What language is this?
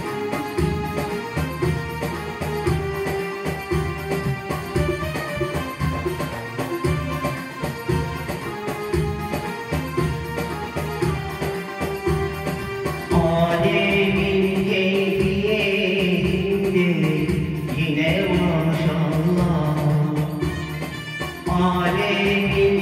Turkish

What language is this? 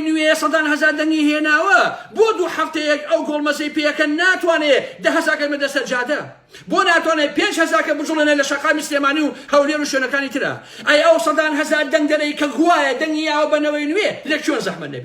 Central Kurdish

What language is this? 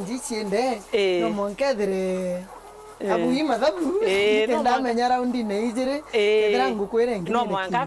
Meru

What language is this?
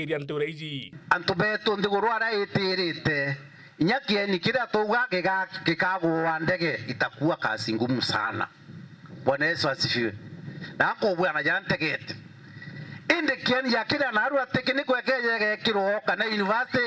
Meru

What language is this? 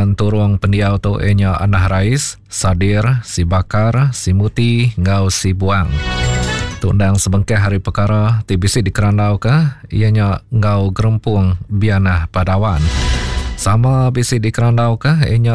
Iban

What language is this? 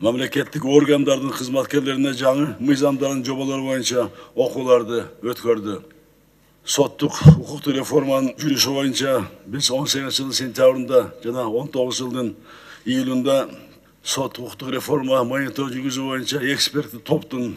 Kyrgyz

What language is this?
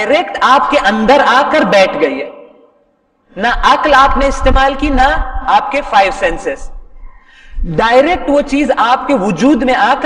Urdu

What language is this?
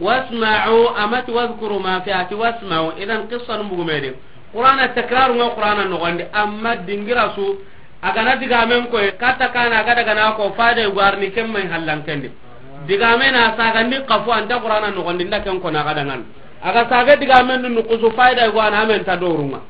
Soninke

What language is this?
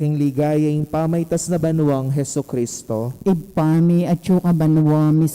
Pampanga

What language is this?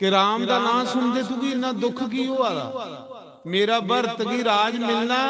Dogri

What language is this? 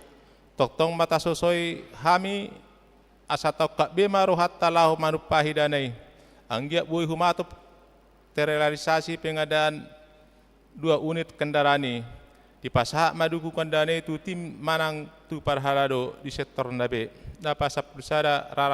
Batak Toba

